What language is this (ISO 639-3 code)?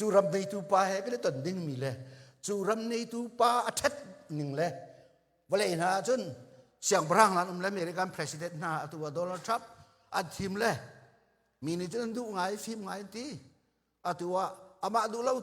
cnh